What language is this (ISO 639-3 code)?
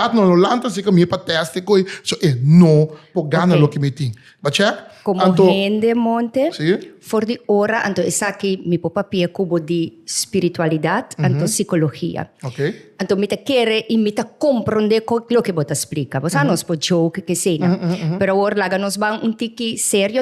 pap